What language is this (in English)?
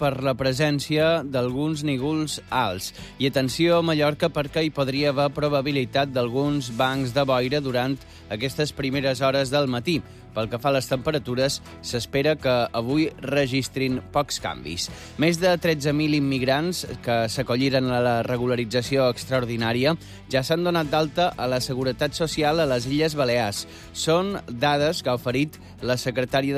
Catalan